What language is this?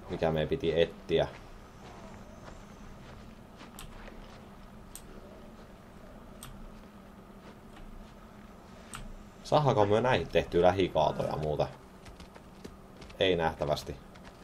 Finnish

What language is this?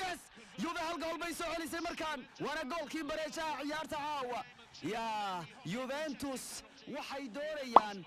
Somali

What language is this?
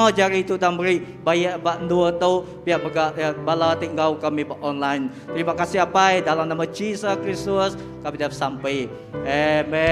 Iban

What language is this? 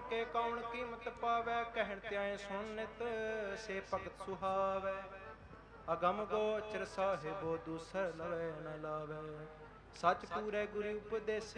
Punjabi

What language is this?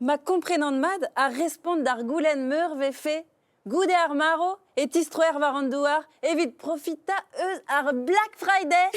Breton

